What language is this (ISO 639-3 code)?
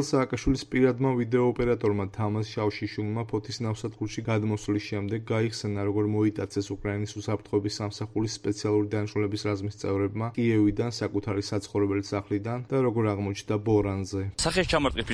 kat